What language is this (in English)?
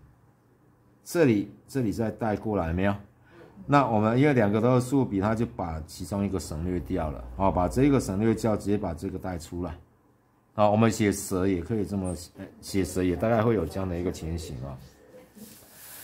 Chinese